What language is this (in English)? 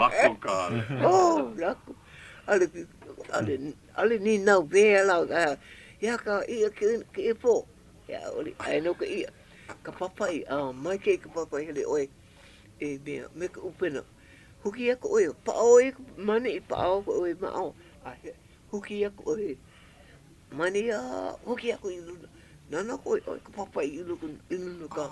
Hawaiian